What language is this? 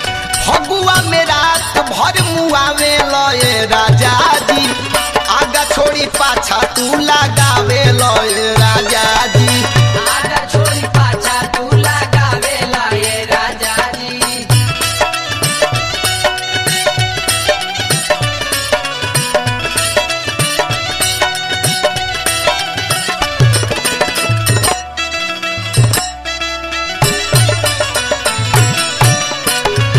Bhojpuri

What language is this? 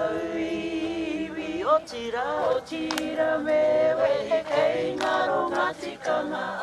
Māori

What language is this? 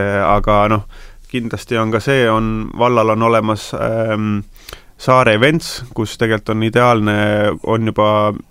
Estonian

